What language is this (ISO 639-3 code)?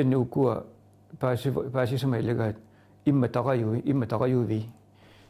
kal